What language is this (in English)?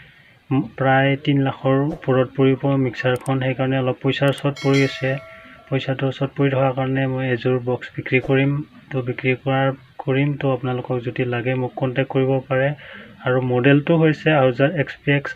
Assamese